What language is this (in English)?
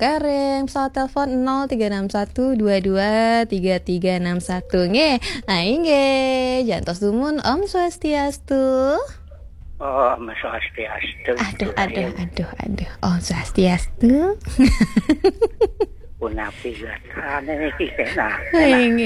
Balinese